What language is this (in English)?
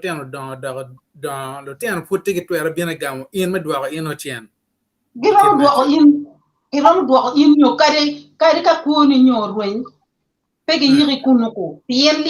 Acoli